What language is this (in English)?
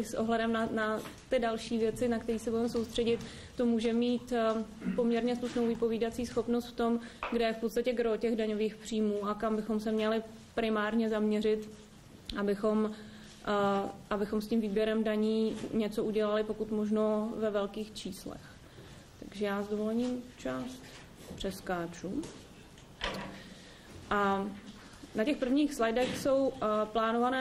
Czech